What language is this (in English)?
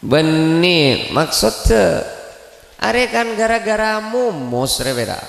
Madurese